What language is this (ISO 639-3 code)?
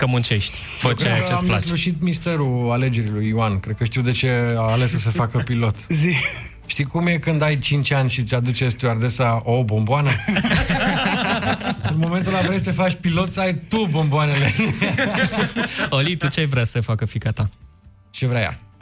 ron